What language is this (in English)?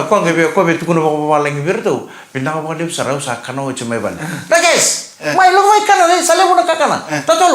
Fijian